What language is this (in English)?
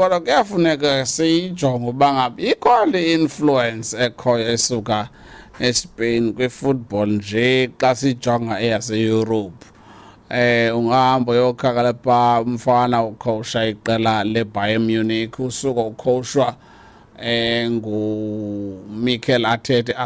Xhosa